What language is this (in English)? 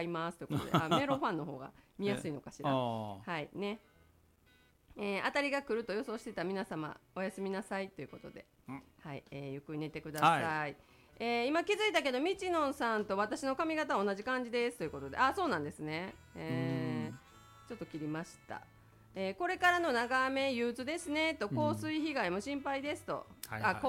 Japanese